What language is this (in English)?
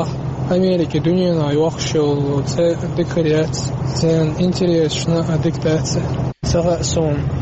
Chechen